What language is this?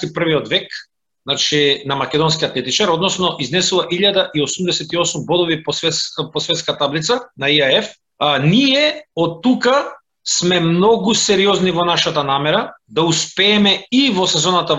Macedonian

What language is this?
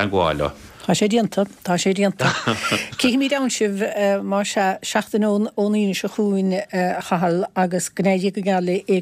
Irish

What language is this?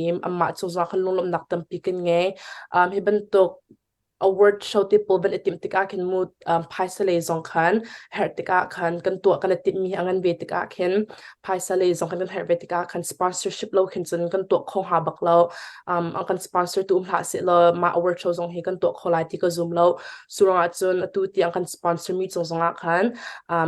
Hakha Chin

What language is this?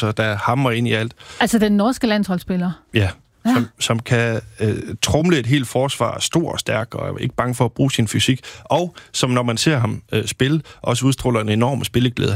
Danish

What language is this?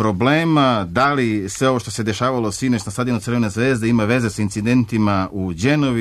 Serbian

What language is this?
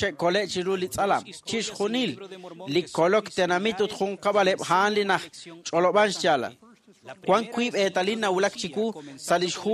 Kekchí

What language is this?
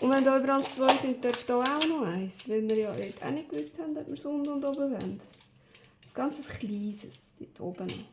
Swiss German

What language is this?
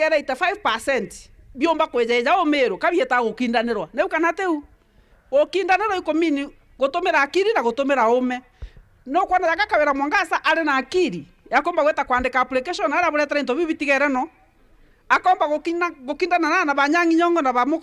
Meru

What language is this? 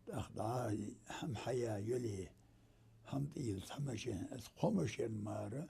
Ingush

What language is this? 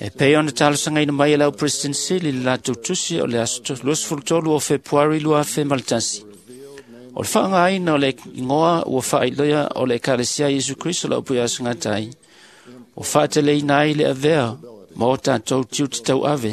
Samoan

